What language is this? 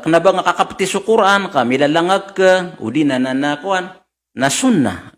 Maranao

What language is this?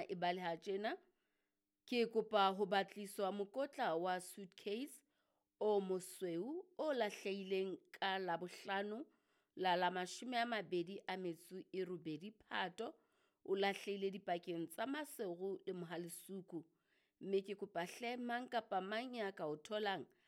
Southern Sotho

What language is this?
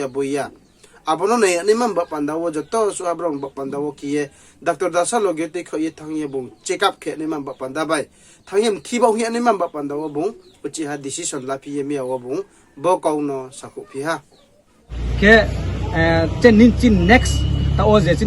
Riang (India)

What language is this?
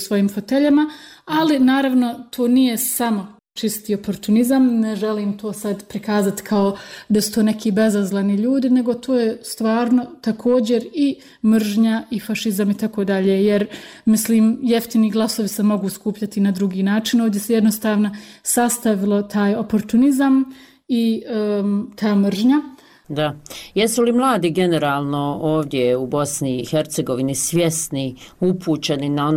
Bosnian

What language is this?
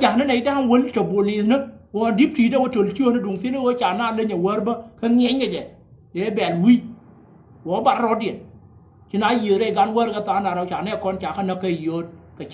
Nuer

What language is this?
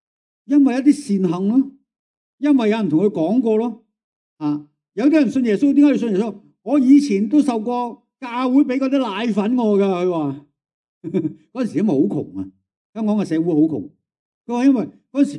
Cantonese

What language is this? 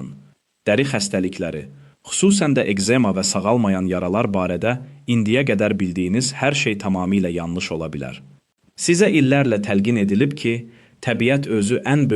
Azerbaijani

